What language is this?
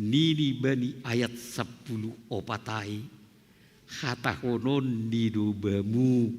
Batak Simalungun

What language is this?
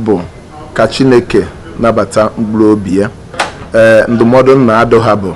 Igbo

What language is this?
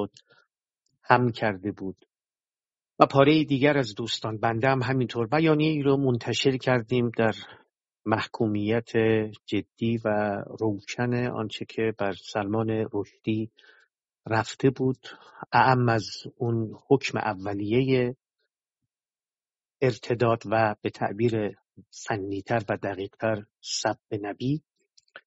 Persian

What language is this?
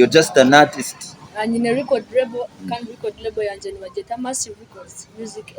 Nyankole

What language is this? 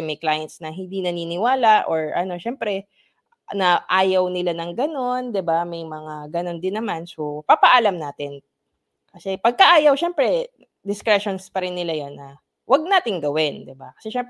Filipino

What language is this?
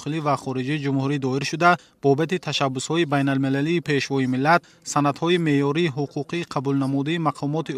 Tajik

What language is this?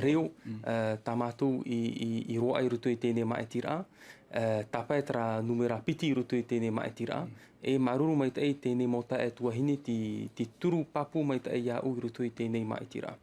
Tahitian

